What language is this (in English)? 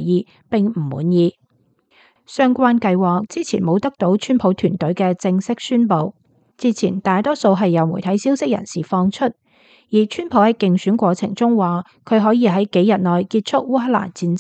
Cantonese